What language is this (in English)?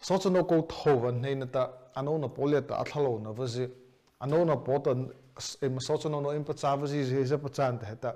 Mara Chin